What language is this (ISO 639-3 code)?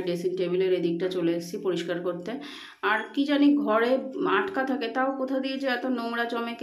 ben